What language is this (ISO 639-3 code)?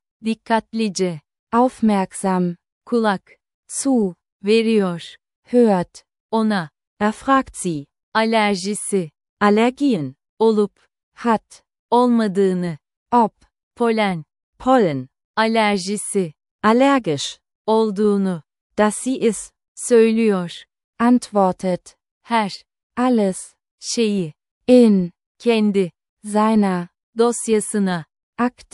tur